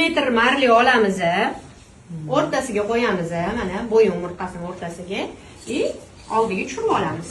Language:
Uzbek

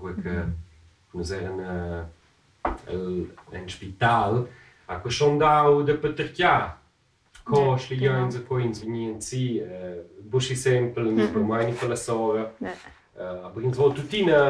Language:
Romansh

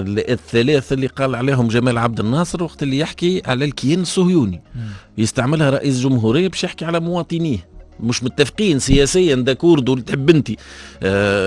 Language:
Tunisian Arabic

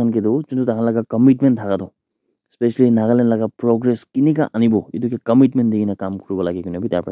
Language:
Naga Pidgin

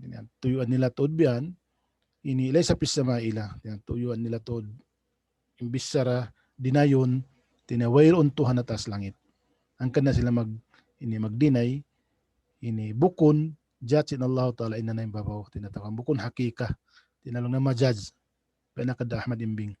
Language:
Tausug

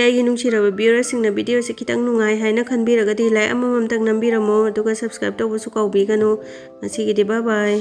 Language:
Manipuri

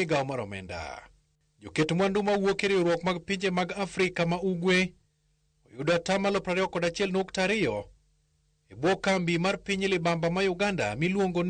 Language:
Luo (Kenya and Tanzania)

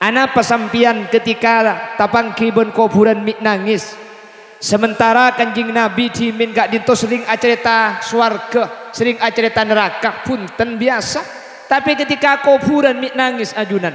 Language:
Madurese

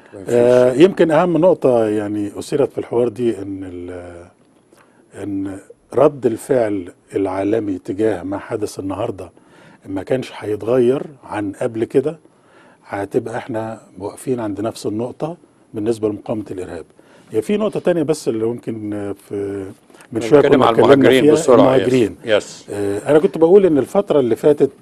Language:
Egyptian Arabic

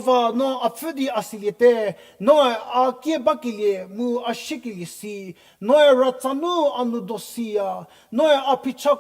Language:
Angami Naga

